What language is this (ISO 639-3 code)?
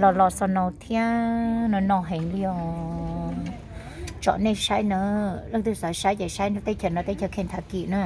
hmn